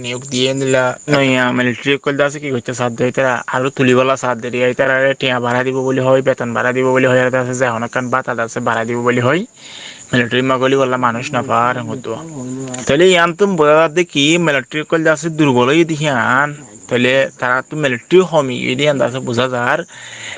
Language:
Rohingya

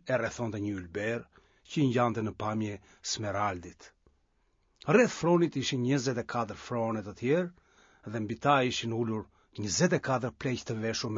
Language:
Albanian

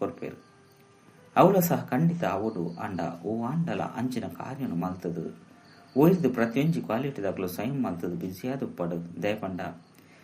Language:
Tulu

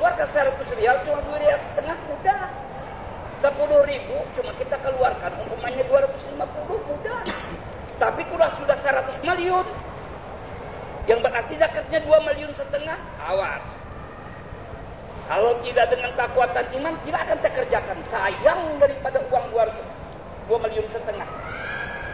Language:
Indonesian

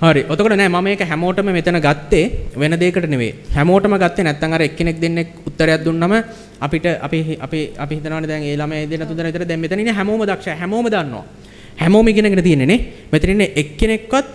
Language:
Sinhala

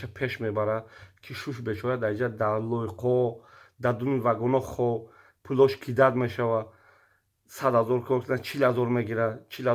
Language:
Tajik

